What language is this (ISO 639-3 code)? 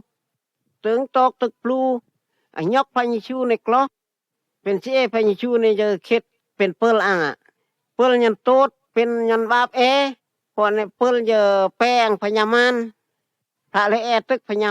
prt